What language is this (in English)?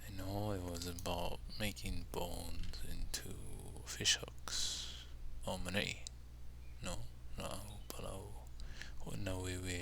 Hawaiian